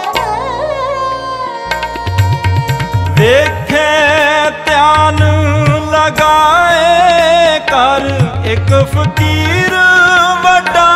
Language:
Punjabi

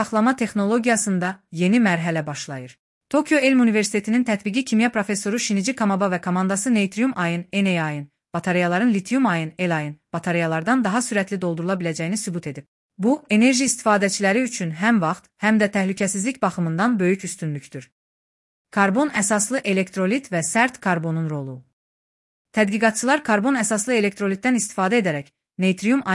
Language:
Azerbaijani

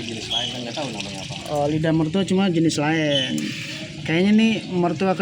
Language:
Betawi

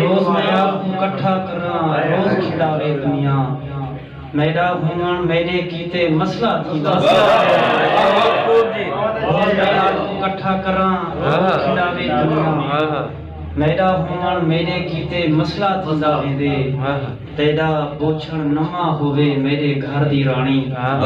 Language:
Saraiki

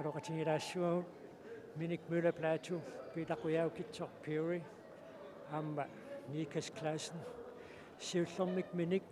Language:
Kalaallisut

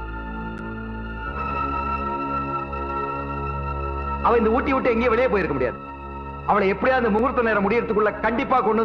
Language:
Tamil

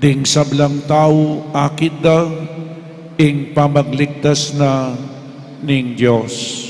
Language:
Pampanga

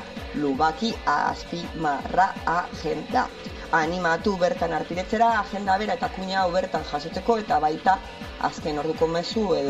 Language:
Basque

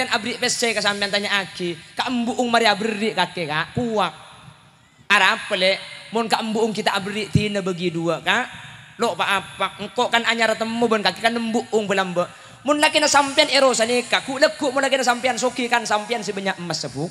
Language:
Madurese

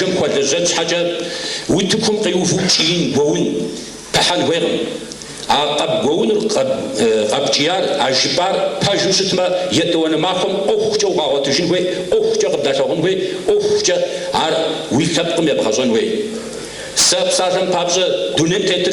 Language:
Kabardian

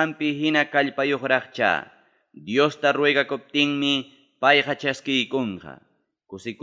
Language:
Ayacucho Quechua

